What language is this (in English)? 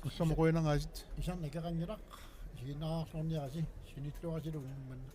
Kalaallisut